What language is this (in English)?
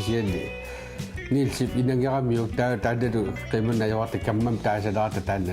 Kalaallisut